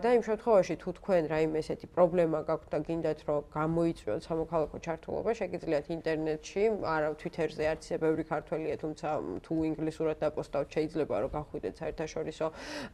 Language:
Georgian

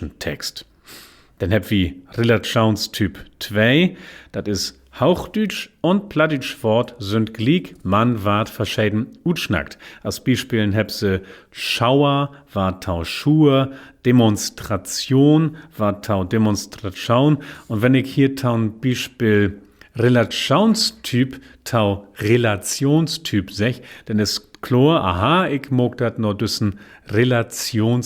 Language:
Low German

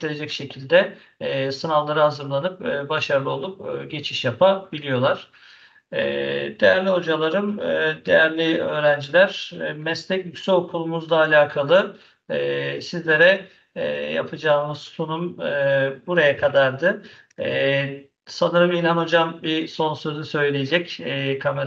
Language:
Turkish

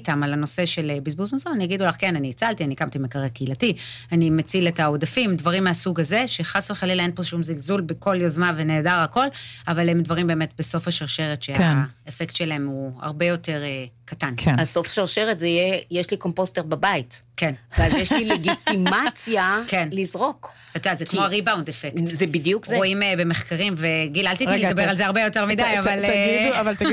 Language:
Hebrew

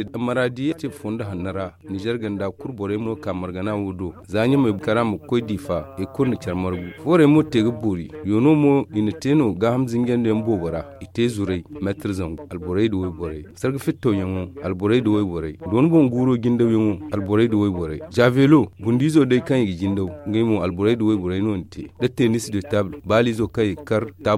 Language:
Zarma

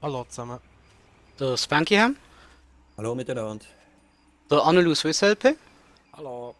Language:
Swiss German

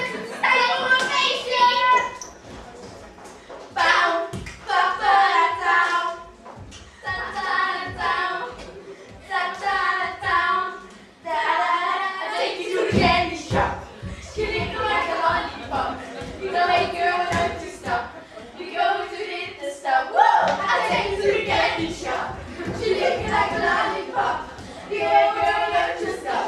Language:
Dutch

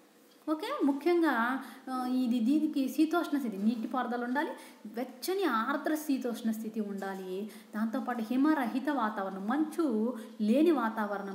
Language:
Telugu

